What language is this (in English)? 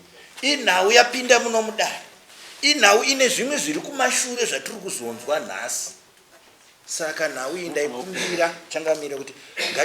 Shona